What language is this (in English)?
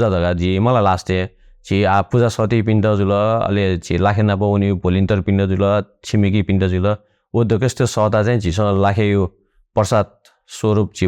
Newari